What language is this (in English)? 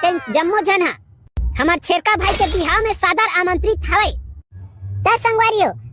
Chhattisgarhi